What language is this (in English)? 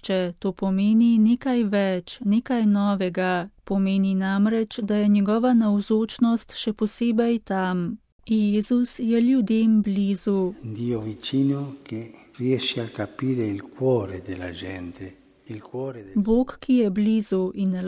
Slovenian